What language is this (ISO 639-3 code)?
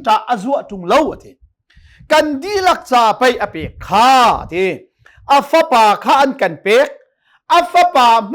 cnh